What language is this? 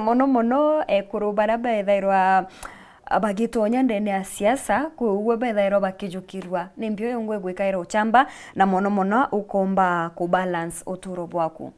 Meru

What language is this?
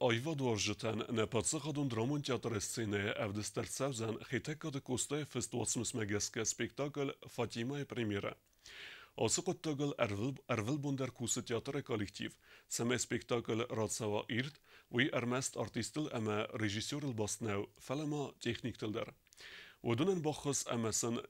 Ossetic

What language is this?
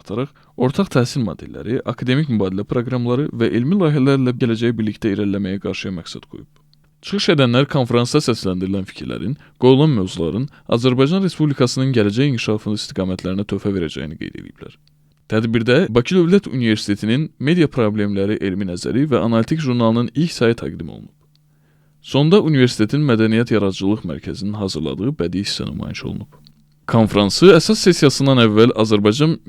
Azerbaijani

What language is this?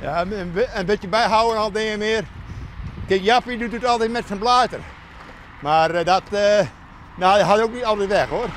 Western Frisian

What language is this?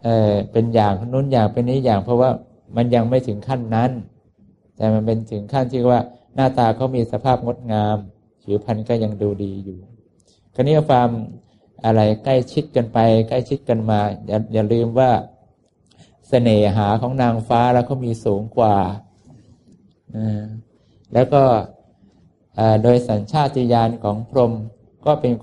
Thai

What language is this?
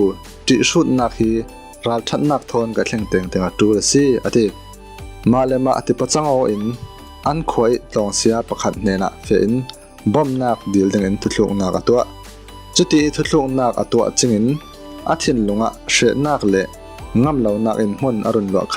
Falam Chin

